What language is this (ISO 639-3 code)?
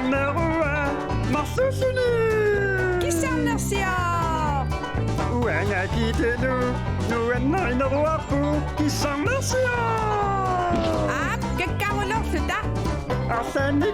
kal